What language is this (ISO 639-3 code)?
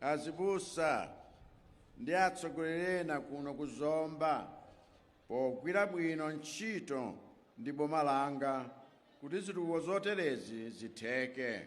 nya